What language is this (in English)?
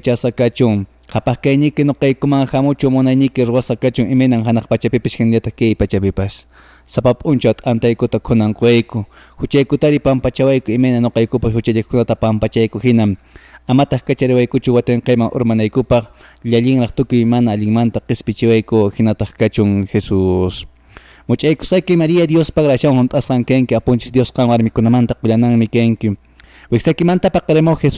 Quechua